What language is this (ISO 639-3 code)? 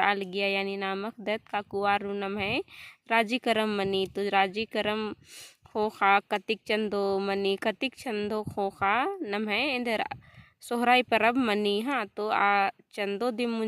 kru